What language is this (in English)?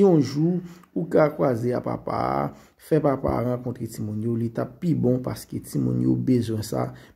Haitian Creole